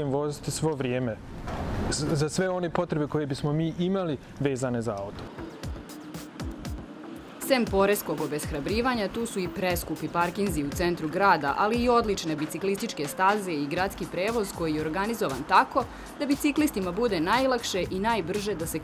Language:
Serbian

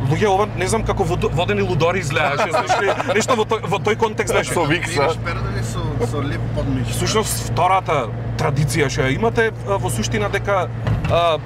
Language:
Macedonian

